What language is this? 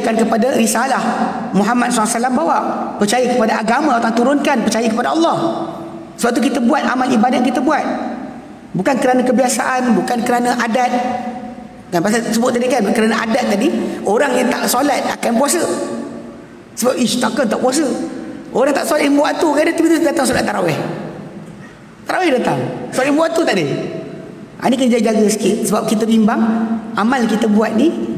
Malay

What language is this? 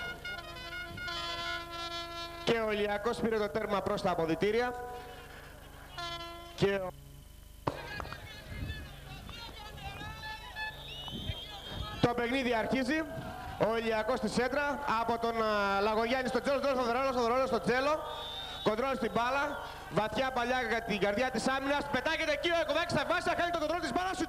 Greek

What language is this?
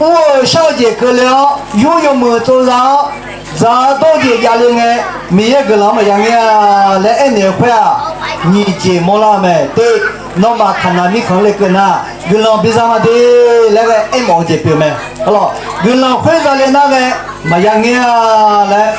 Akha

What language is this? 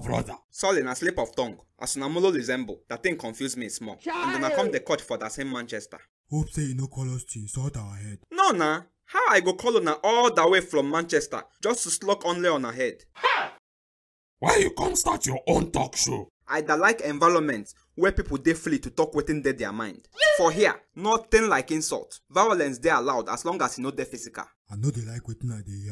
Nigerian Pidgin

